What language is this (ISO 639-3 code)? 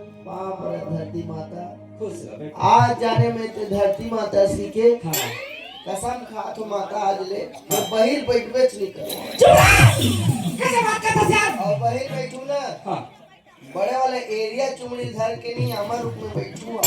hne